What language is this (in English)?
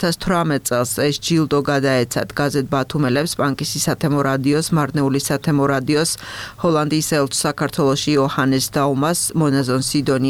Georgian